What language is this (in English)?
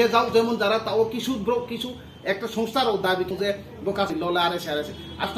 Riang (India)